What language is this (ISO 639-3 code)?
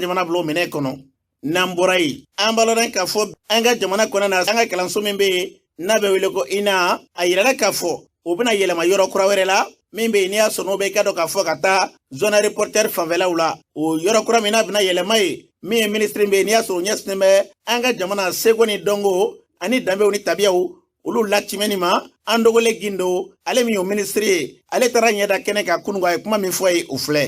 bam